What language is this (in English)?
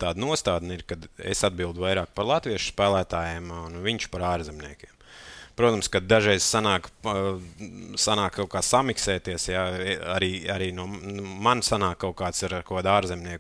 Latvian